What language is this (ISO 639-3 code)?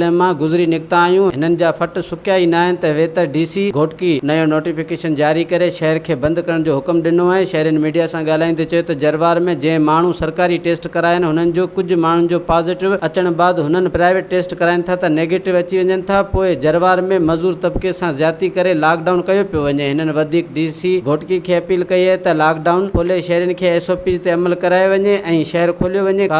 snd